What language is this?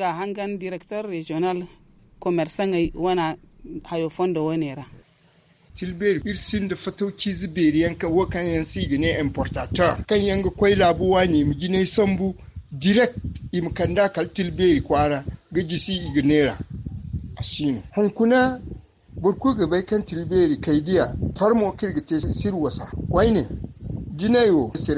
Zarma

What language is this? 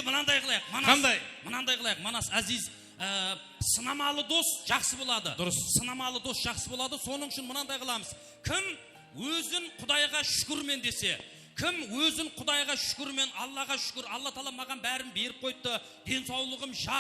Kara-Kalpak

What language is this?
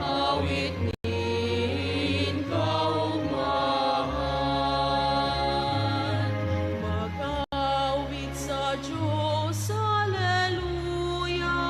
Bikol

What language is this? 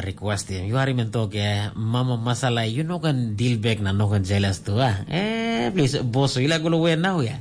Tok Pisin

